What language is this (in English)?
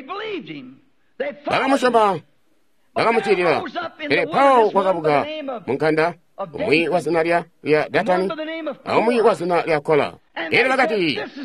Tonga (Zambia)